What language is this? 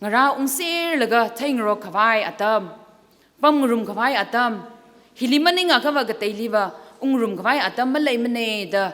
Tangkhul Naga (India)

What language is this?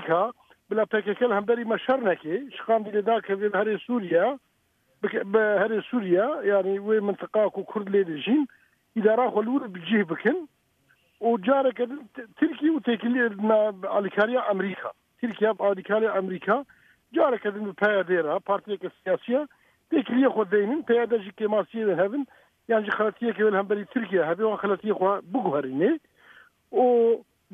Kurdish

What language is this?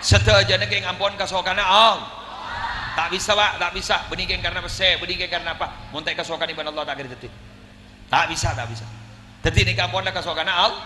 Madurese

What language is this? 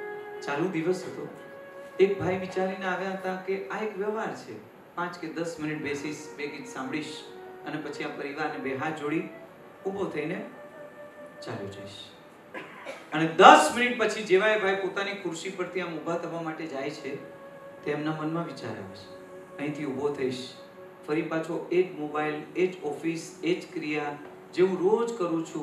Gujarati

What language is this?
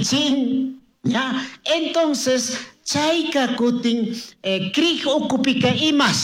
Chimborazo Highland Quichua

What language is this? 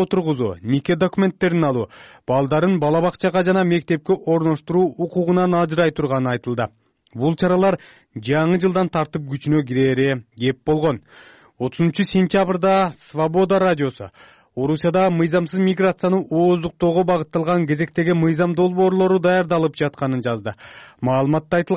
Kyrgyz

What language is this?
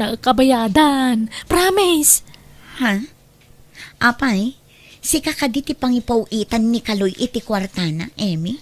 Iloko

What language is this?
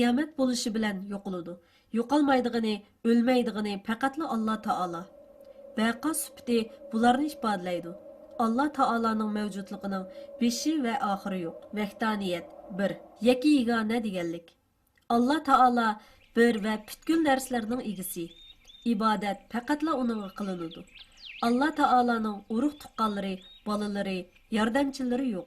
Uyghur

